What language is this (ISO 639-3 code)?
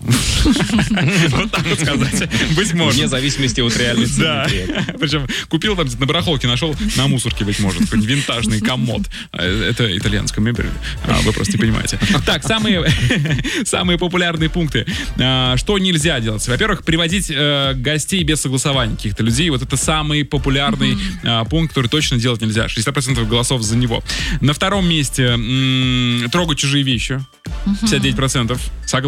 rus